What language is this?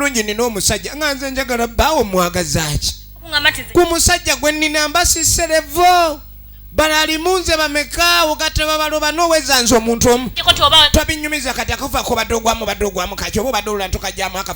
Ganda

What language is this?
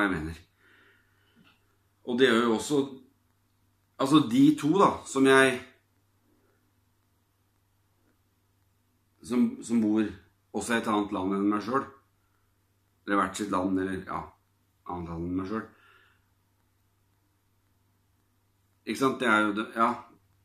Norwegian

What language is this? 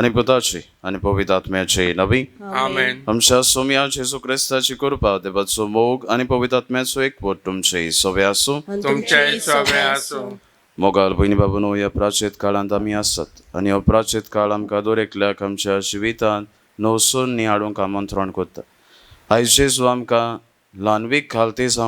Konkani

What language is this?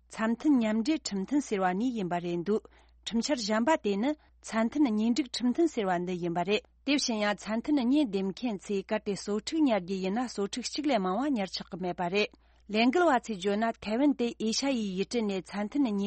Tibetan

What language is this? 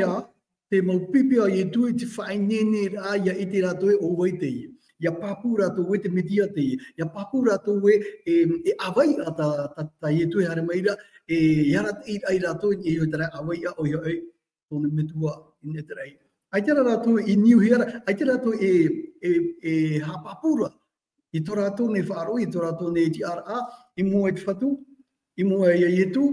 Tahitian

